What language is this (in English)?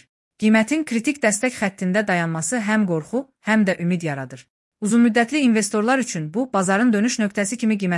Azerbaijani